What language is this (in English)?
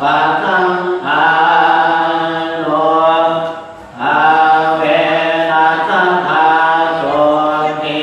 Pali